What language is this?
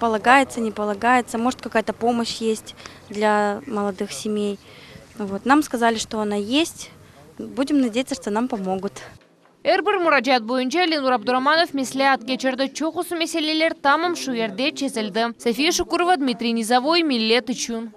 Crimean Tatar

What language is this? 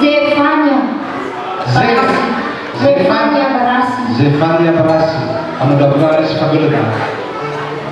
Nias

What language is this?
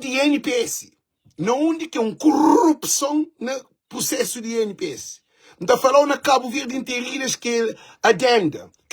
Kabuverdianu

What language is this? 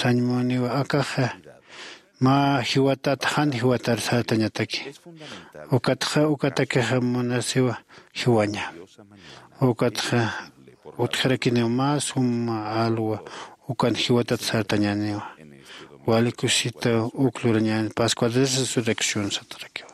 Aymara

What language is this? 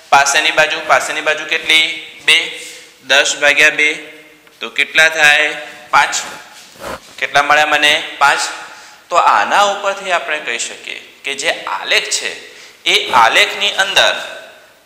Gujarati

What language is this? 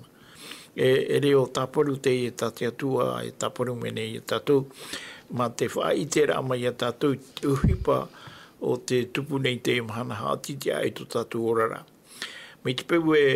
Tahitian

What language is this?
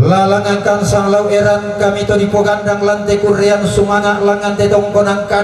Toraja-Sa'dan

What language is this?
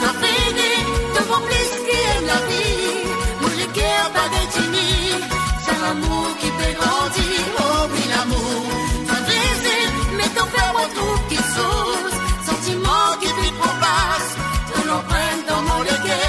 Morisyen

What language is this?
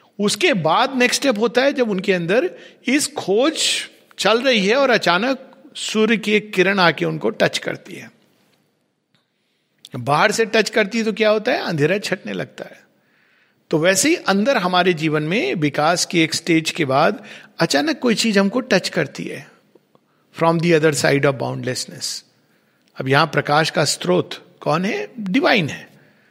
Hindi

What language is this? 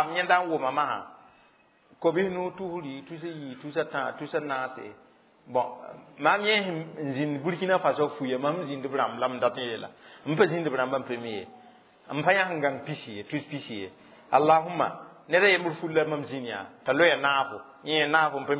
Mossi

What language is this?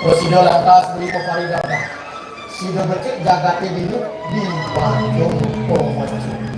Balinese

